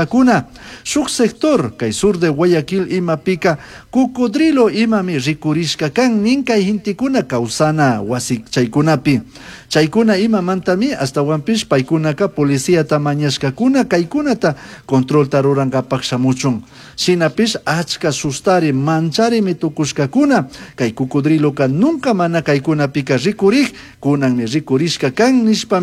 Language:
Chimborazo Highland Quichua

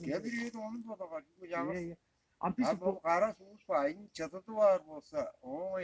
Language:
Tuvinian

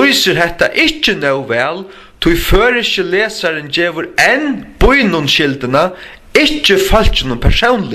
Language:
Faroese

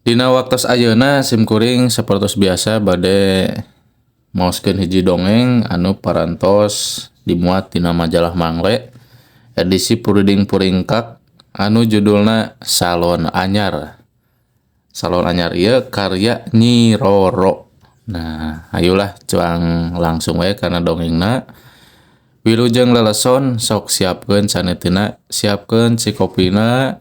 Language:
Sundanese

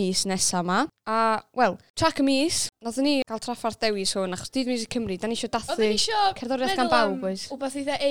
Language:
Welsh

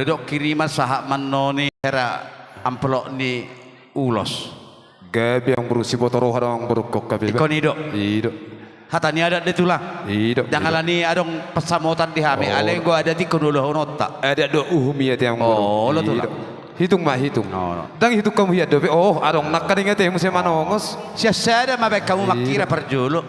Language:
Batak Toba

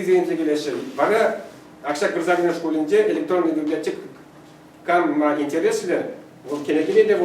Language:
Chuvash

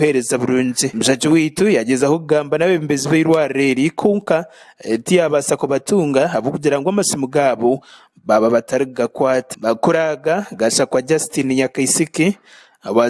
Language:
Nyankole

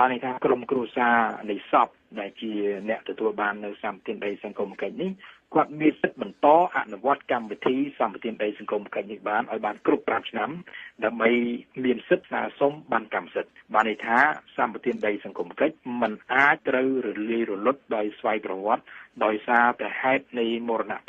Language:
Khmer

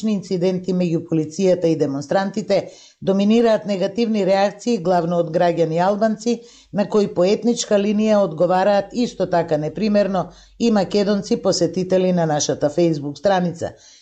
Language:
Macedonian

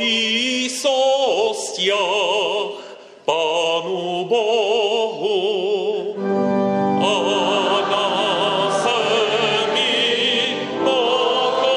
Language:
Slovak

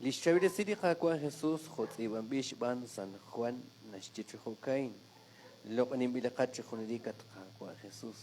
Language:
Kekchí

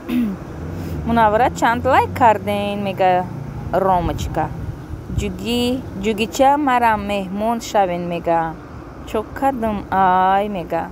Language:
Tajik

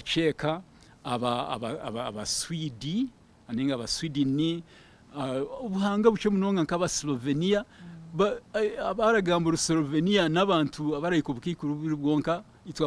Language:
Nyankole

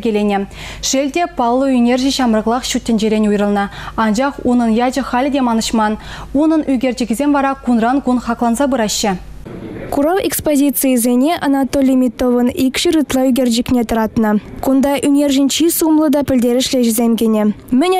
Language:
Chuvash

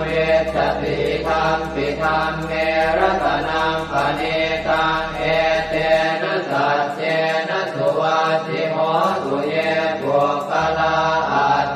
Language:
Pali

